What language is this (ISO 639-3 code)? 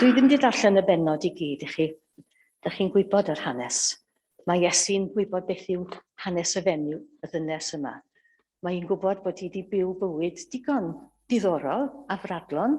cym